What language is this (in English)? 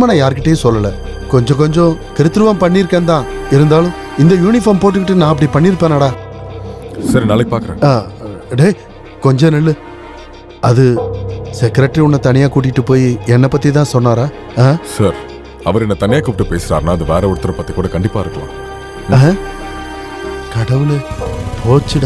Tamil